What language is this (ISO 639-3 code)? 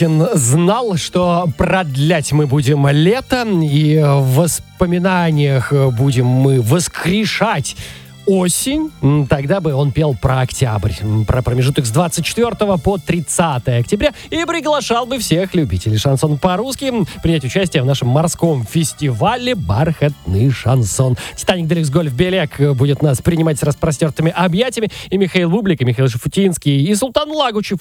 rus